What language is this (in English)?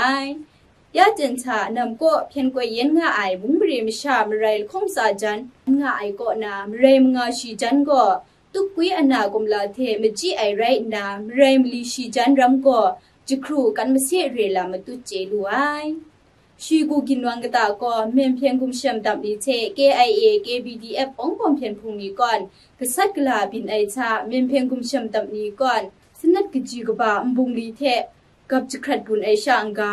Kachin